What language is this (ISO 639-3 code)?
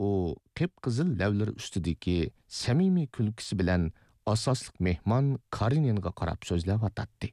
uig